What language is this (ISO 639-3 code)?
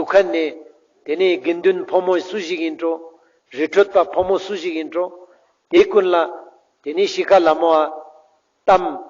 lbj